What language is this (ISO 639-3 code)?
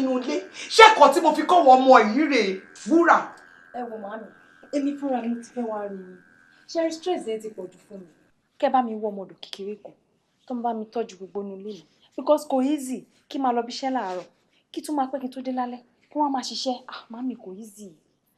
yor